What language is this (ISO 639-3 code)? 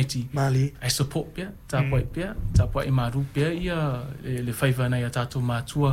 smo